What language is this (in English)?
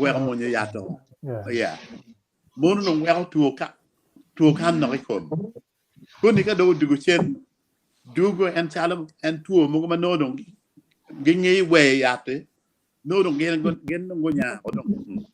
Acoli